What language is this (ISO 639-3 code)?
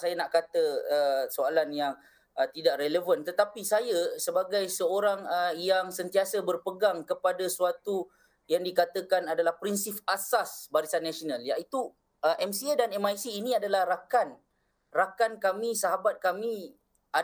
msa